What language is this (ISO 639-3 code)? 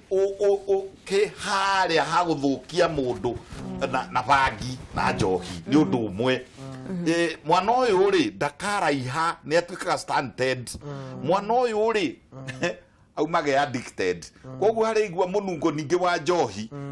kik